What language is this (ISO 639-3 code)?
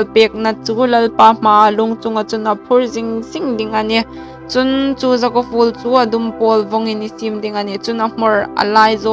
hmr